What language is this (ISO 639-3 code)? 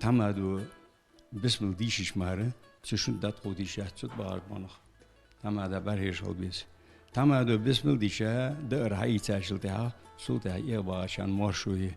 inh